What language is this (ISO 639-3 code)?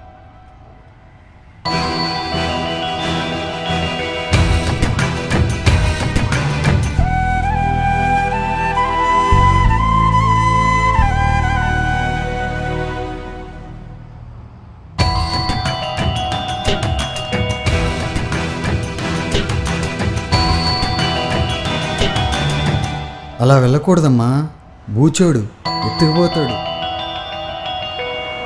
tel